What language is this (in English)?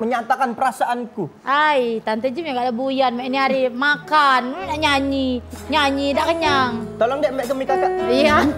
Musi